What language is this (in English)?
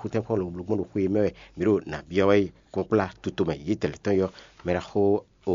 Fon